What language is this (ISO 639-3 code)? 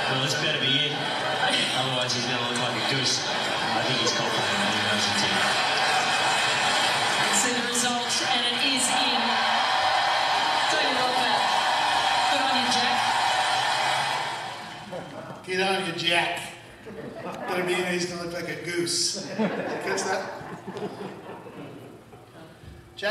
eng